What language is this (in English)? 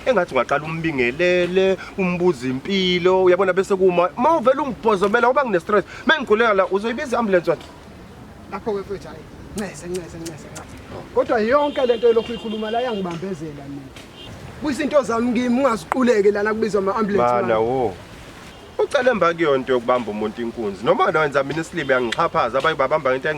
Zulu